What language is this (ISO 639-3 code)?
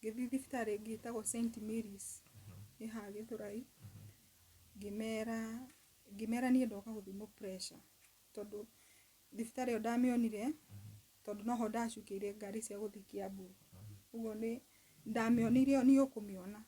kik